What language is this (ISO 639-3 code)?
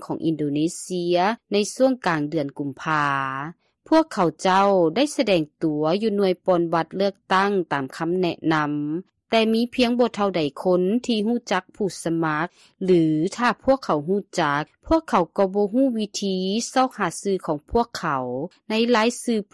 lao